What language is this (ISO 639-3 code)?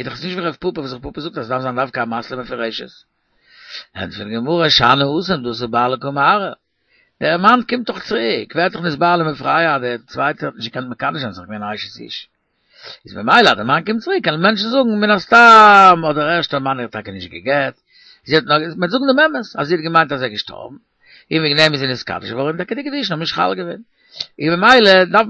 yid